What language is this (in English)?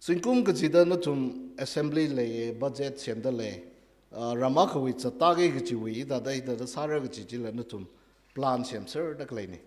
Tangkhul Naga (India)